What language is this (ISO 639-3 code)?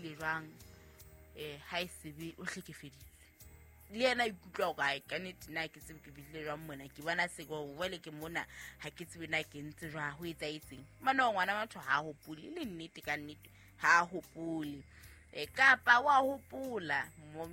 sot